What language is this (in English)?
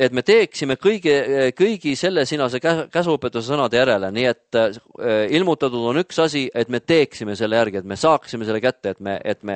Estonian